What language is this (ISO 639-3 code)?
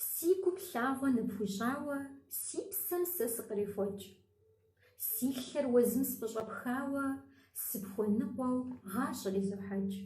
kbd